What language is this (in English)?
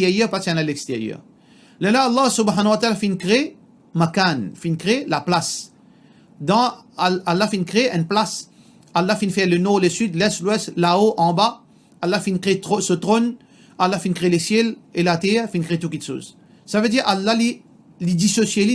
Morisyen